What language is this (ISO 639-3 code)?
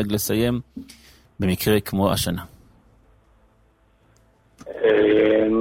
heb